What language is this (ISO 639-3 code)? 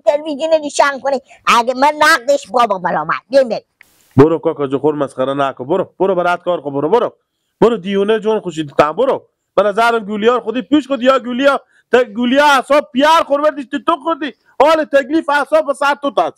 fas